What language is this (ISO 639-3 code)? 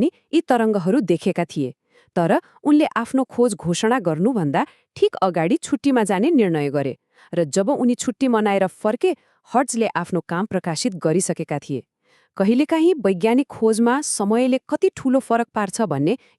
nep